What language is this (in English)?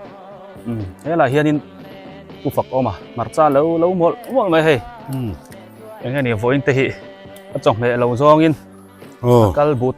Biete